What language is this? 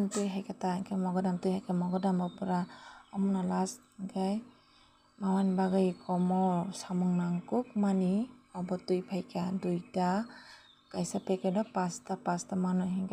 Kok Borok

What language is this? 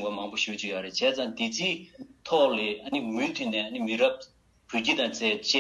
Tibetan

